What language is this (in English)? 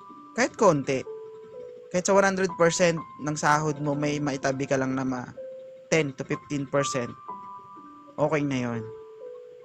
Filipino